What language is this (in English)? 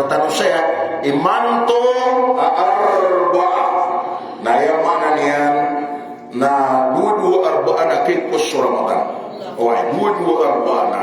Maranao